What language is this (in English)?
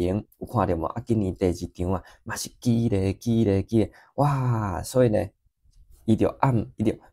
Min Nan Chinese